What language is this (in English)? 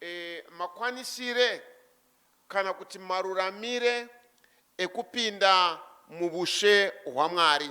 Shona